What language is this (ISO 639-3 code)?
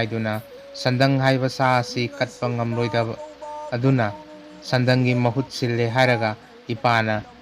mni